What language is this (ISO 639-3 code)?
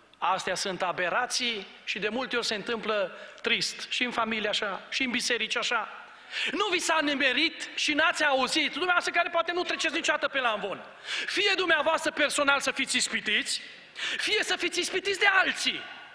ron